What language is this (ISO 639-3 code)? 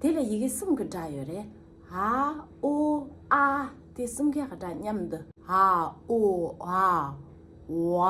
bod